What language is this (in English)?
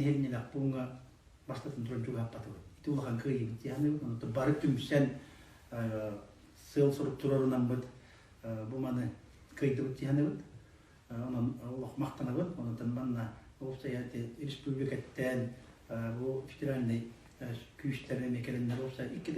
Yakut